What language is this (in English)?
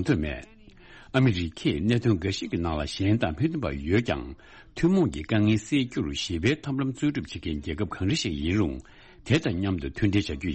Tibetan